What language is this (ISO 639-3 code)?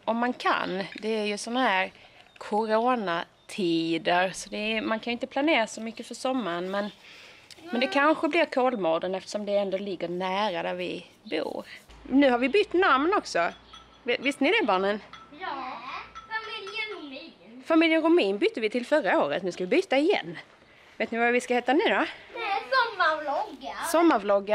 swe